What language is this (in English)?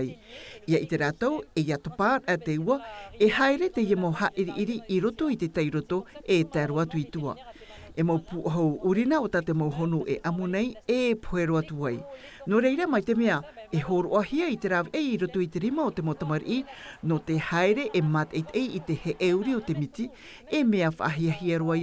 Tahitian